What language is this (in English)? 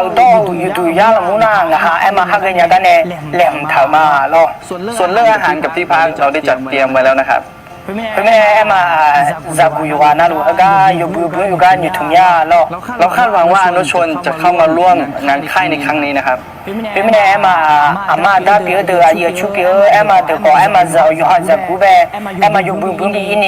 Akha